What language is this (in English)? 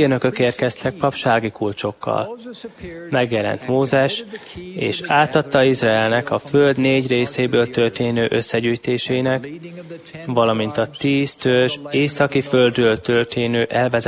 Hungarian